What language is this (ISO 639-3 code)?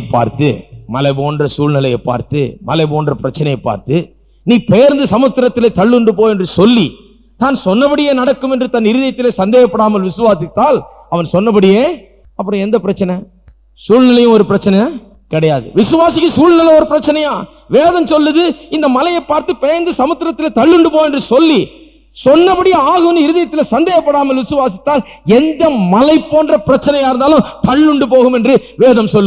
tam